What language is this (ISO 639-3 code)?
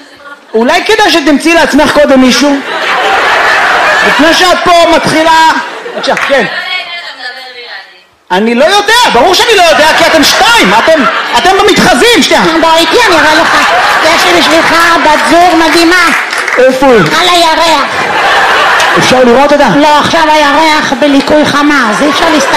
heb